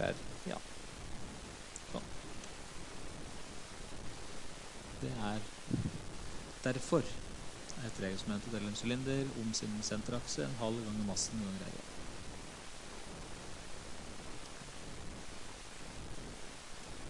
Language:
Norwegian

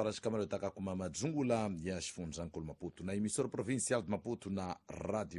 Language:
Tsonga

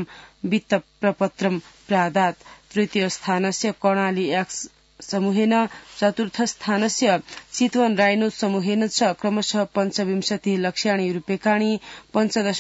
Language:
Sanskrit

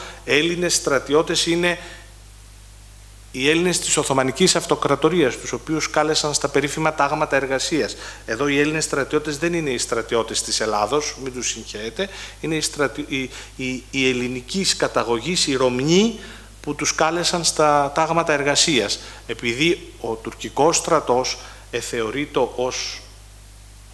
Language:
Greek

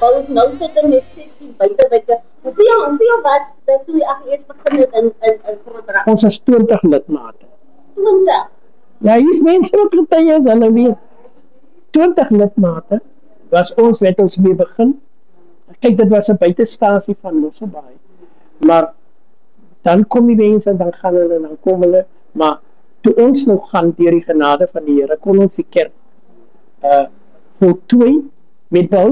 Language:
Afrikaans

